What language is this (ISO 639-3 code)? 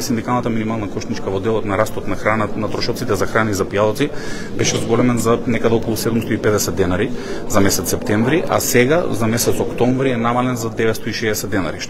mkd